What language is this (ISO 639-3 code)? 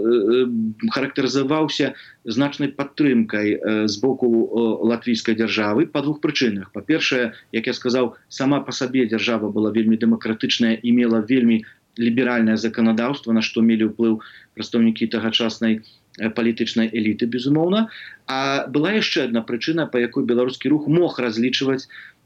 bel